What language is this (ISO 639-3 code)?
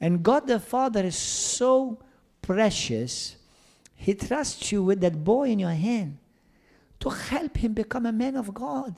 eng